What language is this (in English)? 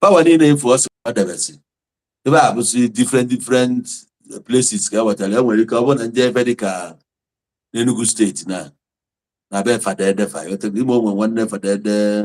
Igbo